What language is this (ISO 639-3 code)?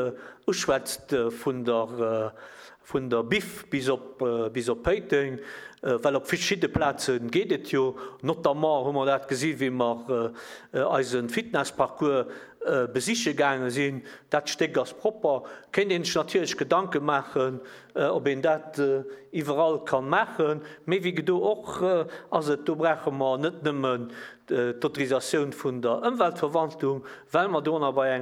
ltz